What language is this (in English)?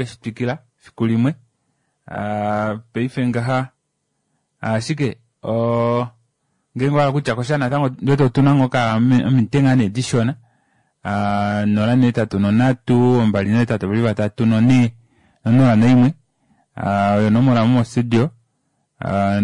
Kuanyama